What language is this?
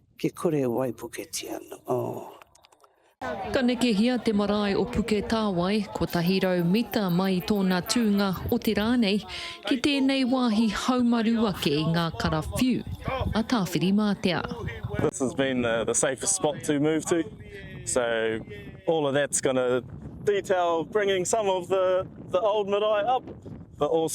Māori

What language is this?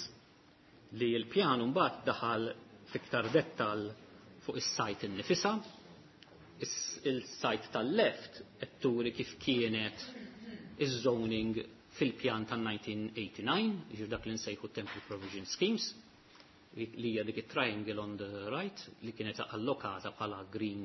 Maltese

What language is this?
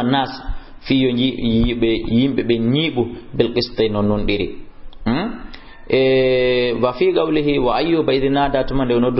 Fula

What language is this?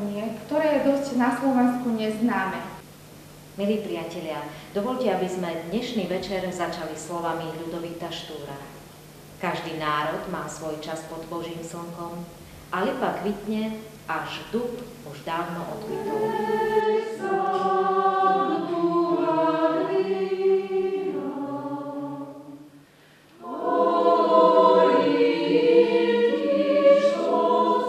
Slovak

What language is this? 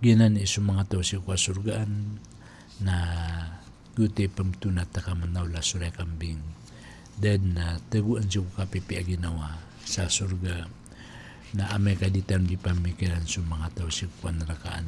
Maranao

